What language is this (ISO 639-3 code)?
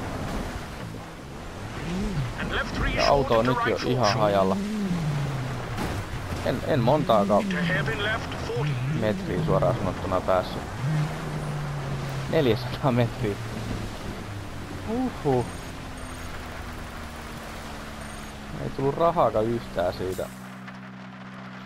fin